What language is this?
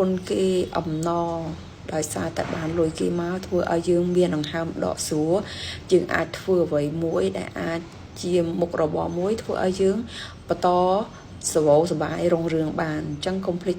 Khmer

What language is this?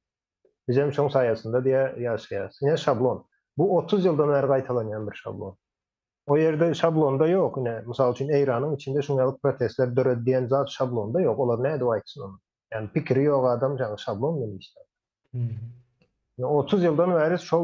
Turkmen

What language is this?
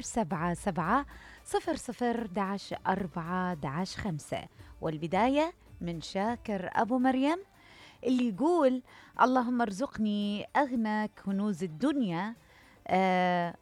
Mesopotamian Arabic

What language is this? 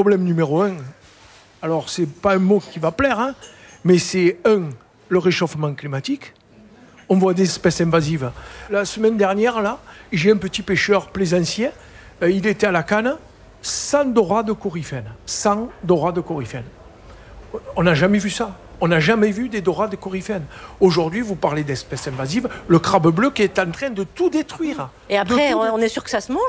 French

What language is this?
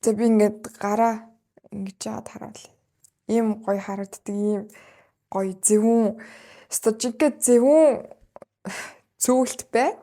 Mongolian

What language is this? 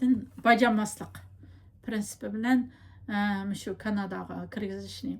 Uyghur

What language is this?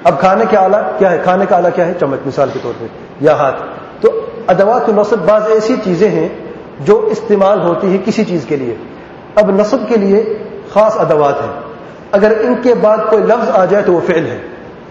Urdu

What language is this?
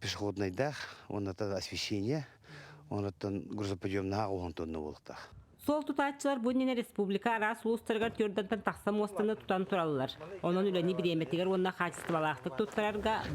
Yakut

